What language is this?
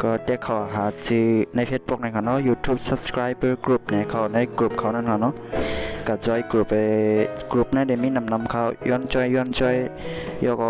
Shan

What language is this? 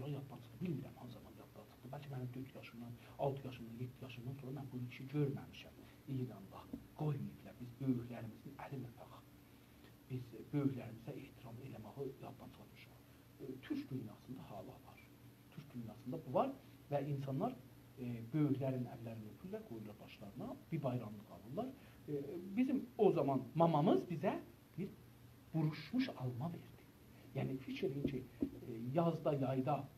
South Azerbaijani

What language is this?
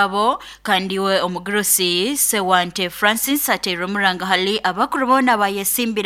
Nyoro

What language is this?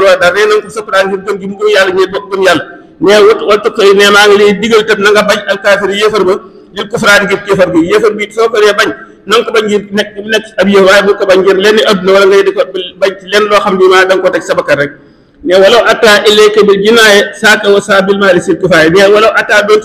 Wolof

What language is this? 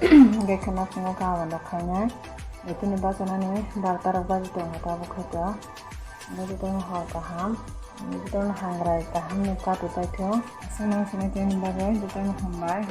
Kok Borok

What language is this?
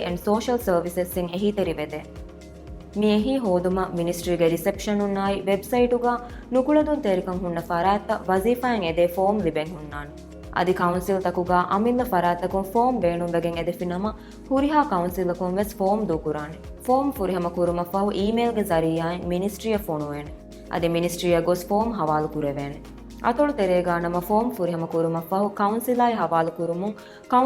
Divehi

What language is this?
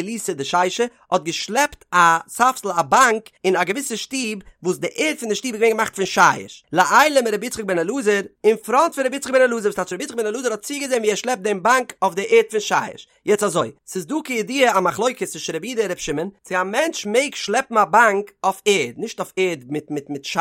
Yiddish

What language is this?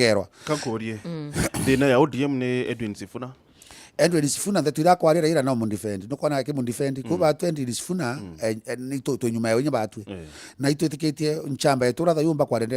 Meru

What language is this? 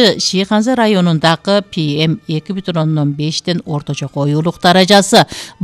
Kyrgyz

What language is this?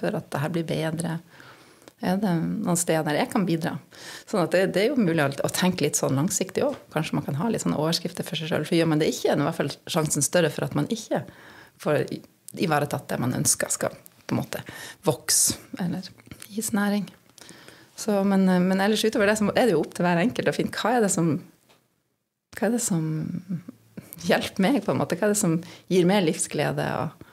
Norwegian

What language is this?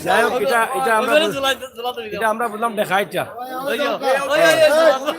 Sylheti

